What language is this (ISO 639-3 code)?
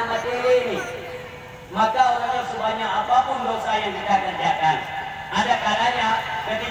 ace